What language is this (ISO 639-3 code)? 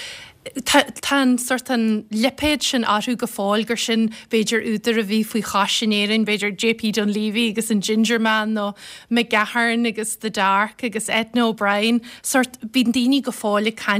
gle